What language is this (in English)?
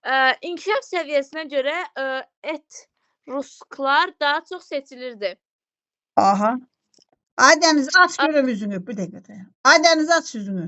Azerbaijani